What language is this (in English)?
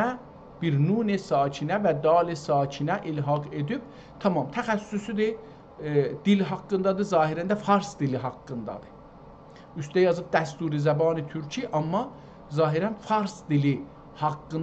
South Azerbaijani